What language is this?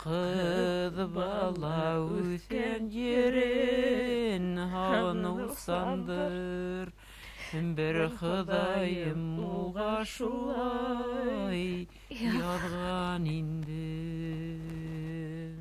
Bashkir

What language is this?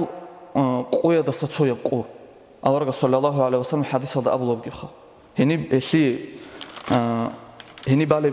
Avaric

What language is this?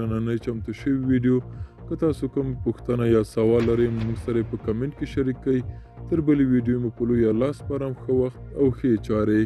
Pashto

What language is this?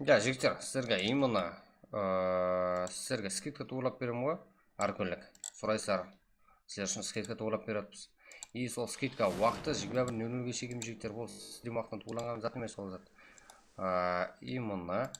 Kara-Kalpak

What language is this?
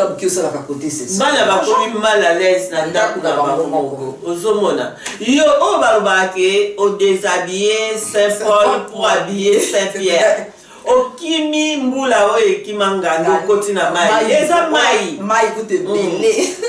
Lingala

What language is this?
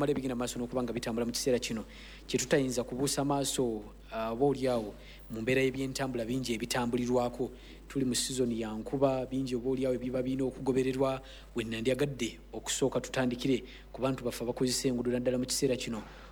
Ganda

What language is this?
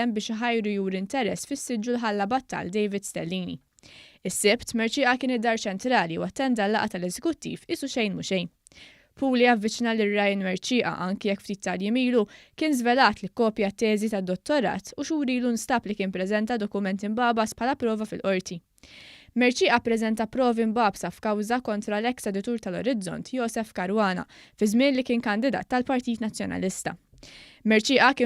Maltese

